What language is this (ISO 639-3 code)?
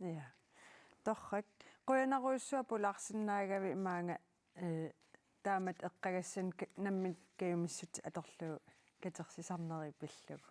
kal